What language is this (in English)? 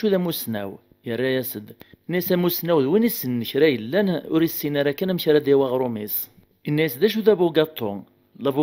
Kabyle